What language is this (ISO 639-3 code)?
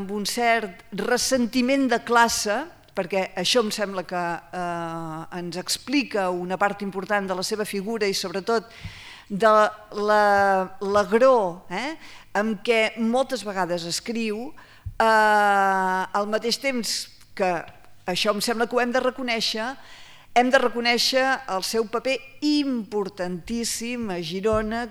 cat